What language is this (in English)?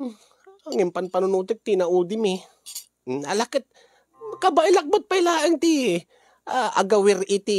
Iloko